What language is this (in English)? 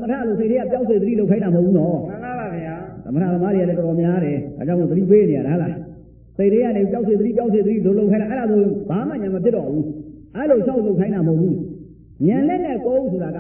Burmese